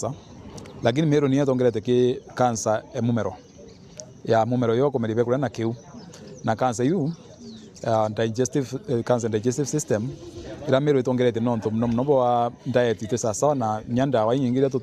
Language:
Meru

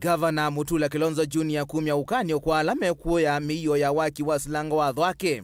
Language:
Kamba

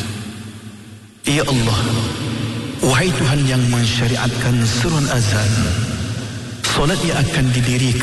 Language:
Malay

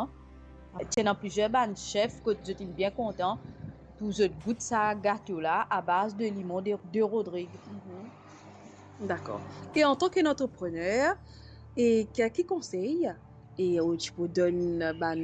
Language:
Morisyen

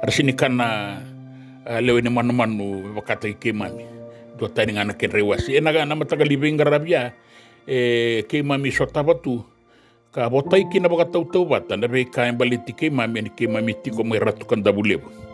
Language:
Fijian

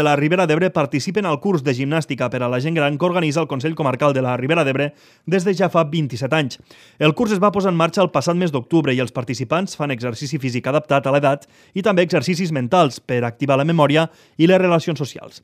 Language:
Catalan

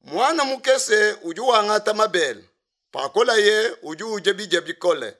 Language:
Luba-Lulua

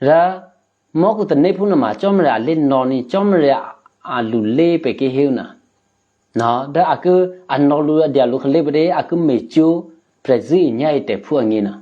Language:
Eastern Kayah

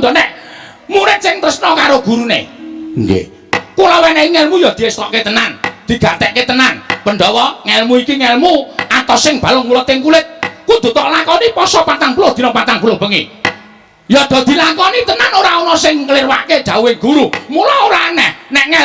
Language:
Javanese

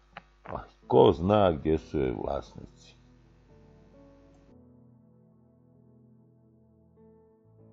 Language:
Croatian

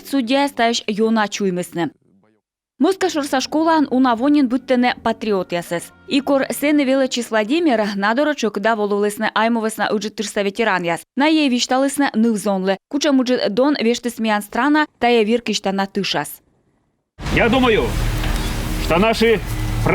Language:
Komi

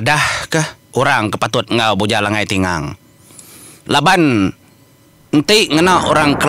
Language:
Iban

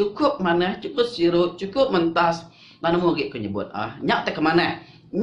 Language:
Iban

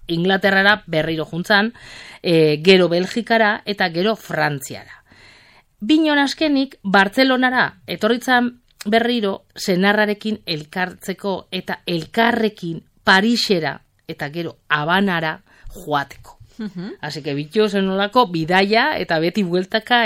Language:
Basque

